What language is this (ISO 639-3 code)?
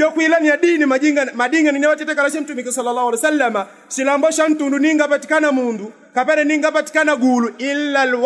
yao